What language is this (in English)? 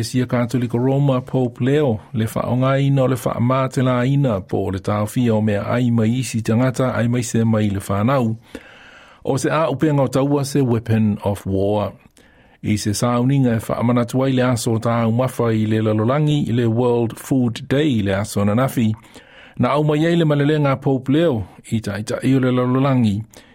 Samoan